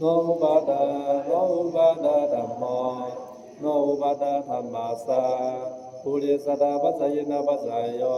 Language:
Pali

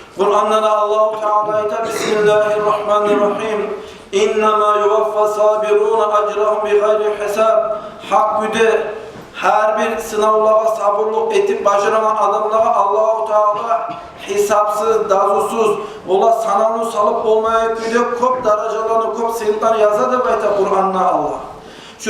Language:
Kumyk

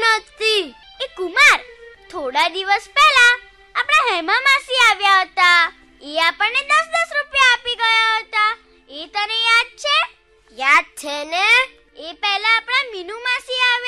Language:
Gujarati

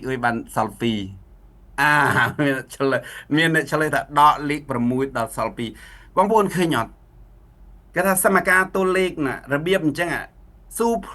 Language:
Khmer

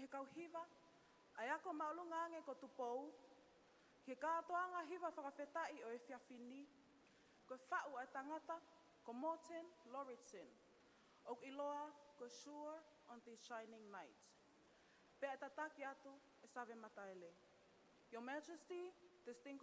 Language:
Tongan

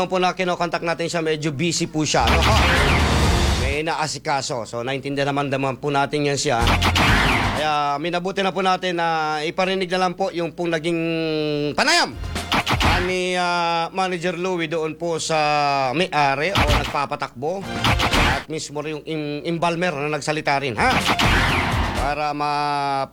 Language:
Filipino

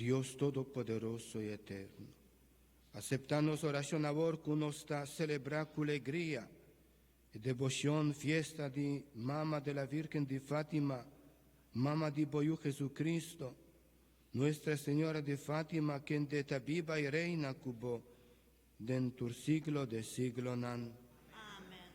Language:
Papiamento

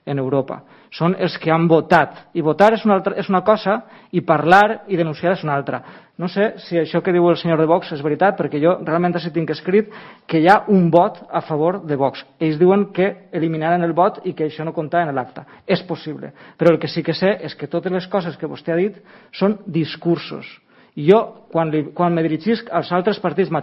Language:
Catalan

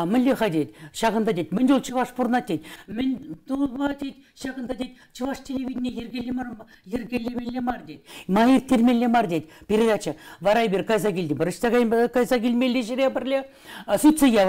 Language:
Chuvash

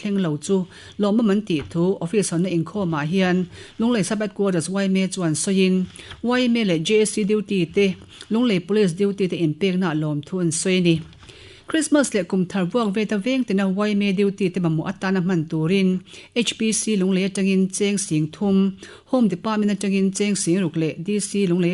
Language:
Mizo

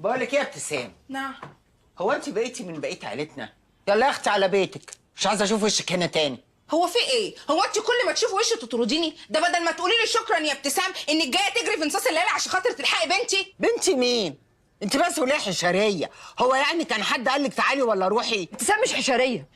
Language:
Egyptian Arabic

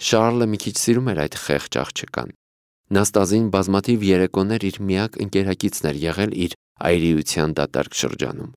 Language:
Armenian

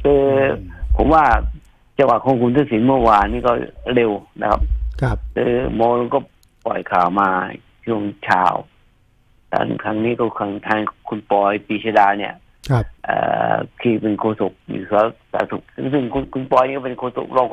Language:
Thai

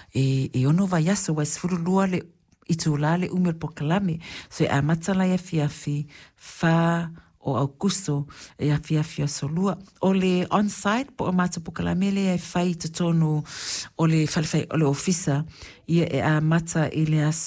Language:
Samoan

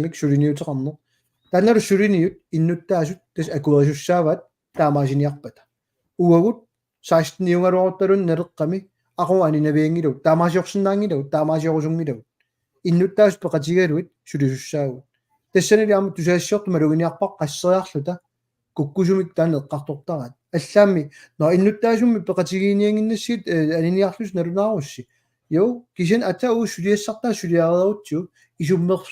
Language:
Kalaallisut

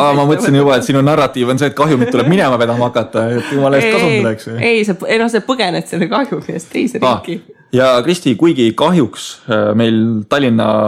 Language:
Estonian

